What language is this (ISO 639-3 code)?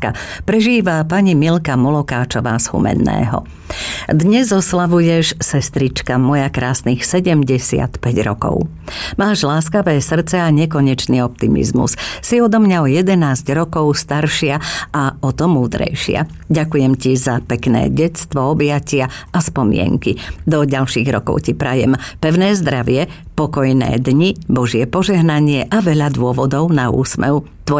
slk